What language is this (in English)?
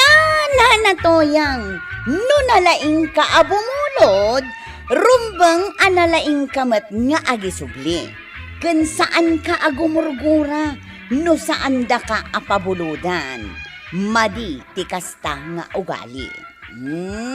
Iloko